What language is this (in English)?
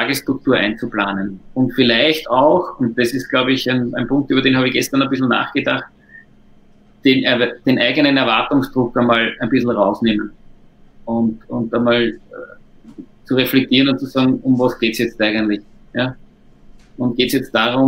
German